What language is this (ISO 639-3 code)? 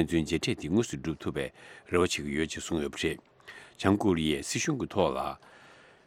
bod